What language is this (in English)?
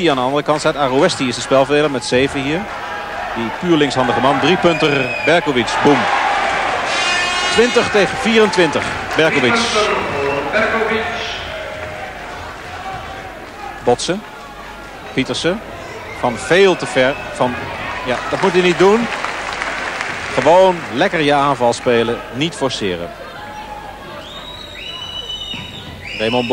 Dutch